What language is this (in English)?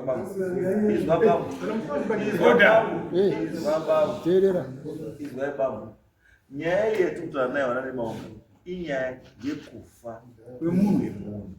Shona